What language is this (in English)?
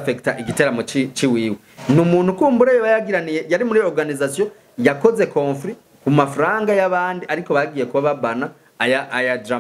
Rundi